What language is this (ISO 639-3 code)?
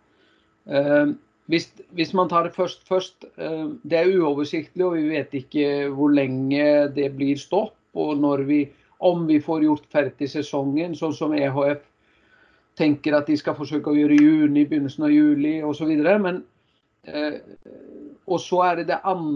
nor